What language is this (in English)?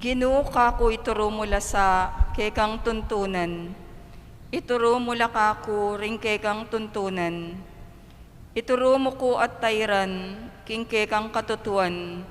Pampanga